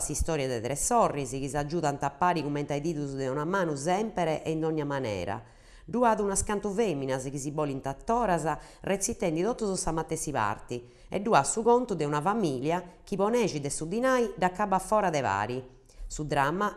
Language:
Sardinian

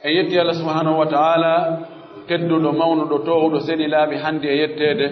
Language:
Pular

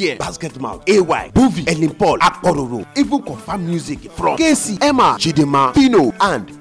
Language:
Nigerian Pidgin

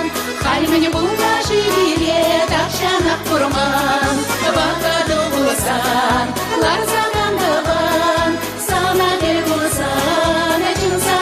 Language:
Chuvash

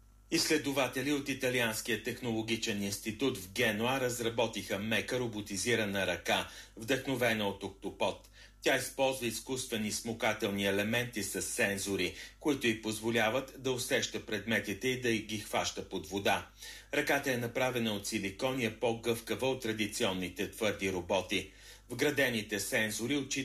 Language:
Bulgarian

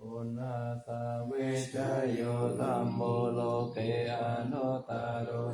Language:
Pali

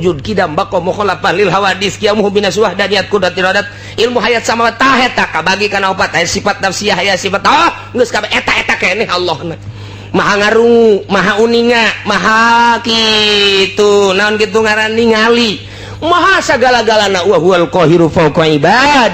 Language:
Sundanese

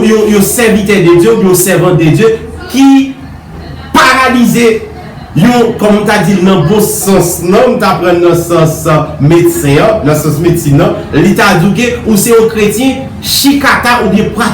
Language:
Haitian Creole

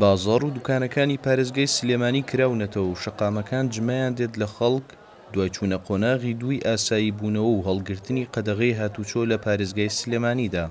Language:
Central Kurdish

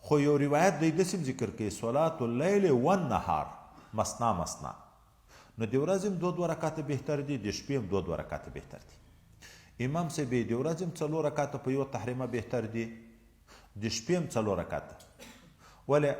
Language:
Pashto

